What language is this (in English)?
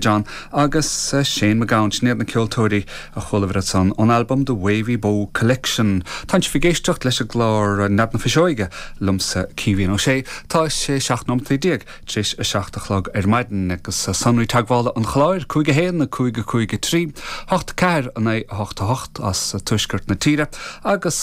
Irish